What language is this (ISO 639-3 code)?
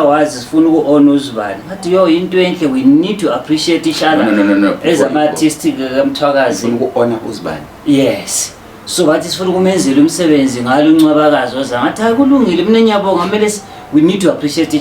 zul